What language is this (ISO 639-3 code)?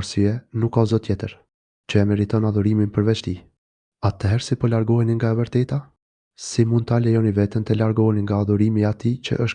sqi